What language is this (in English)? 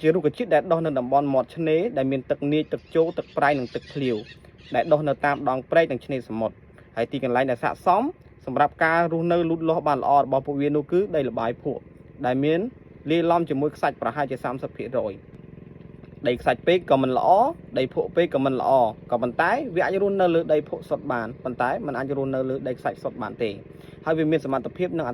Khmer